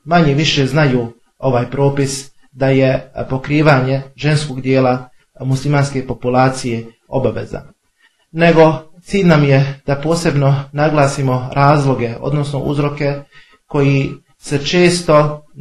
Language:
Bosnian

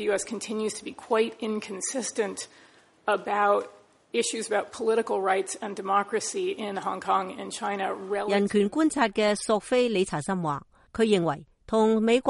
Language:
Cantonese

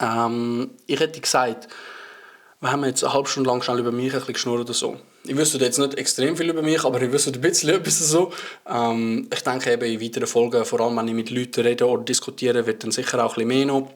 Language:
Swiss German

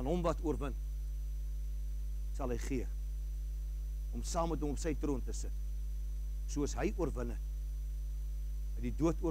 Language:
Afrikaans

